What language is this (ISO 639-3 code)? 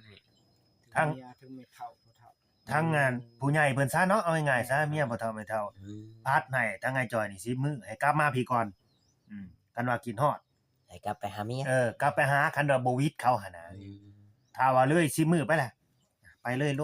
tts